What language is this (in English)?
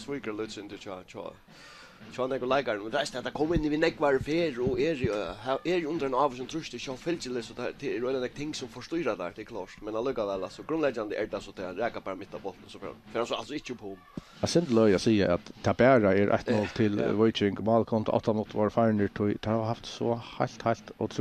Faroese